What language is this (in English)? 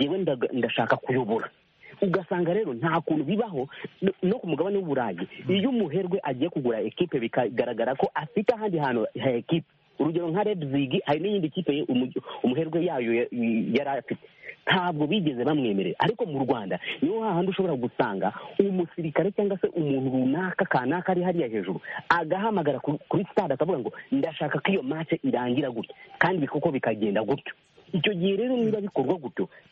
Kinyarwanda